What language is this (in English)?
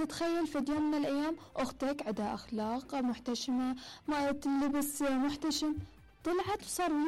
Mesopotamian Arabic